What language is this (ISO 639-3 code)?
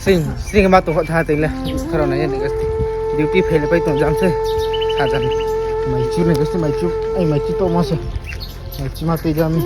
ria